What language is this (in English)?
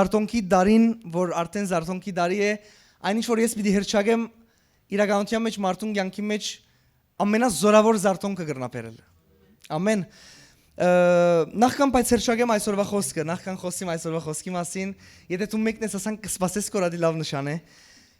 Western Armenian